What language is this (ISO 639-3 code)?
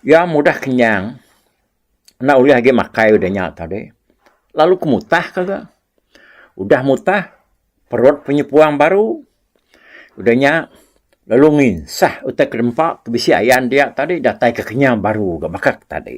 iba